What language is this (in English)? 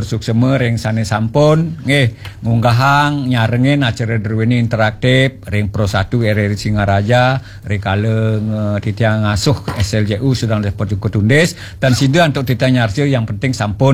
Balinese